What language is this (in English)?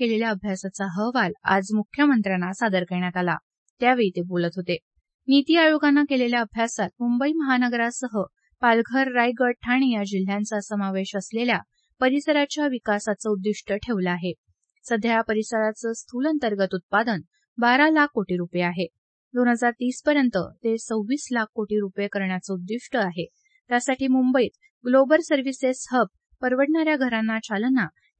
Marathi